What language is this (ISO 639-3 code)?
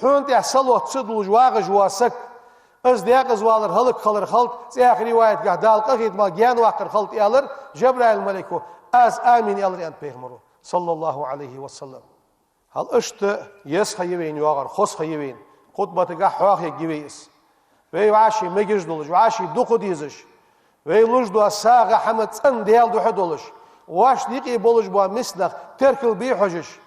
inh